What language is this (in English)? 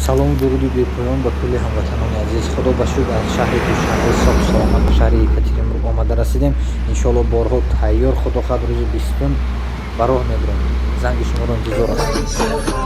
Tajik